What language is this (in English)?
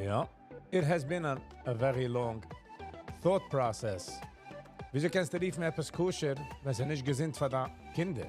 Yiddish